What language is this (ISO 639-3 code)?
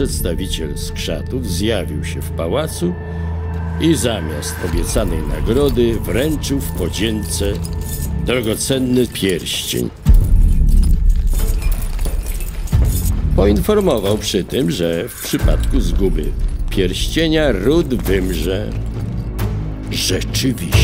pol